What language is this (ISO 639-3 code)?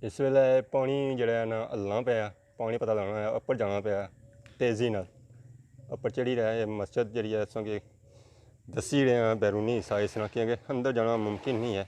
phr